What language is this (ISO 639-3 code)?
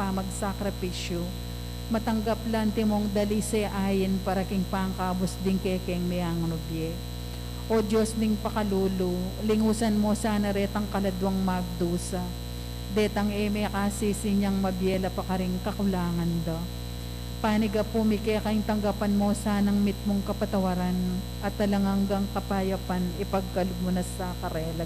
pam